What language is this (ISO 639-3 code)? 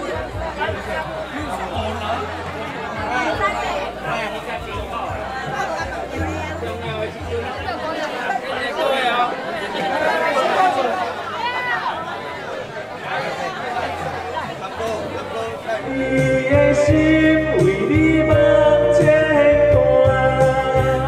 nan